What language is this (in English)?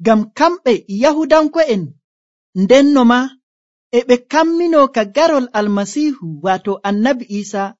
Nigerian Fulfulde